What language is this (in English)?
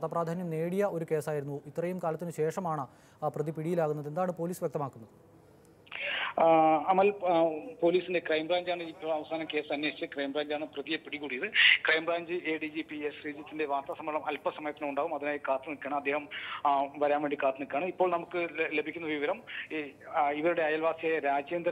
Malayalam